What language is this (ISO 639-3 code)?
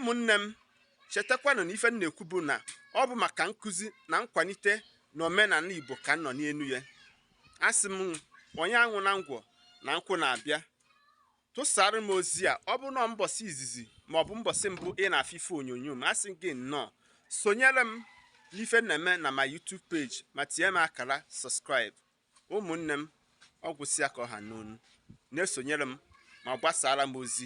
ibo